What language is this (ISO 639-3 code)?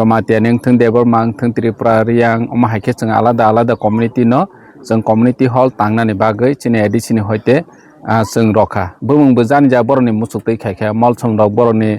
trp